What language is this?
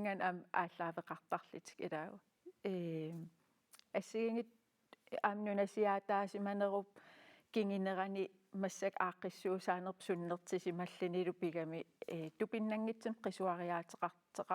Kalaallisut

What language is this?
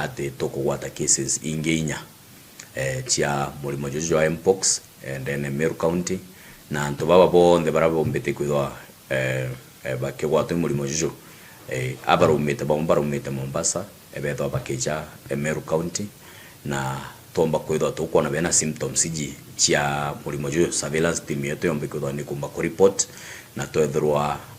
Meru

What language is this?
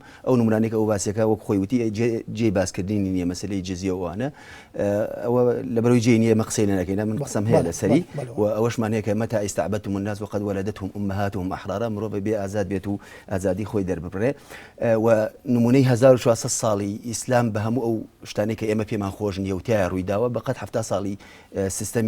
Central Kurdish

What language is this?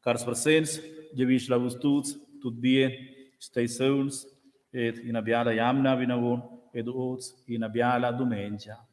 Romansh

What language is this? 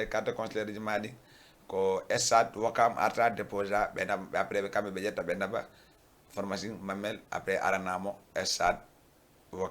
Fula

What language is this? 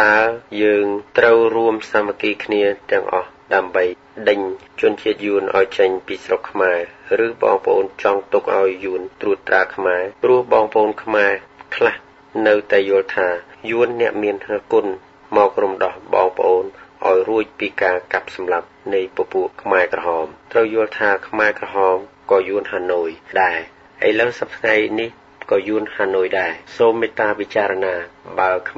Khmer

